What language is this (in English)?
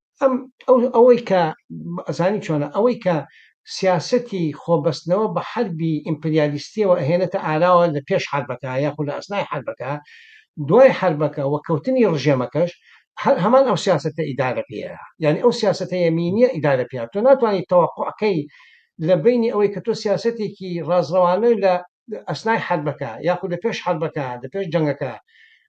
Central Kurdish